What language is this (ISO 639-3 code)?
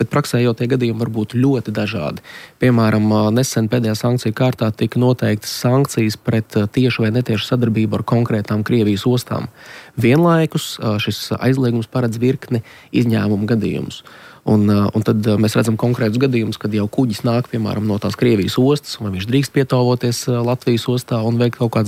lav